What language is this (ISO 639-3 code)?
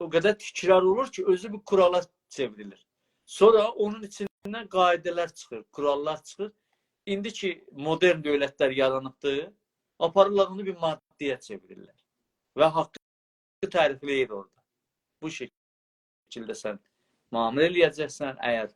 azb